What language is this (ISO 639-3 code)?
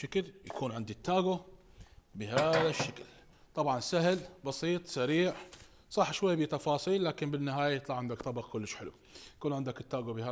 acm